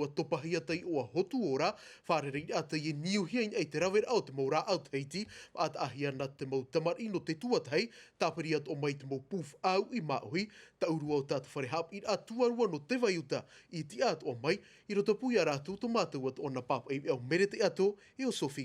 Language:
Tahitian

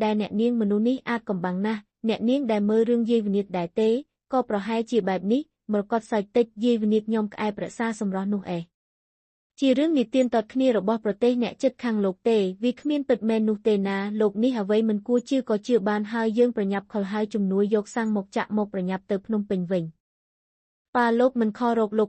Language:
Khmer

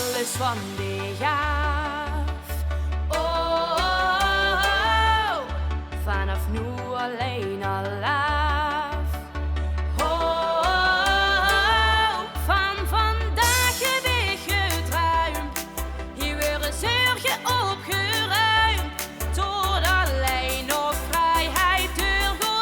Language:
Limburgish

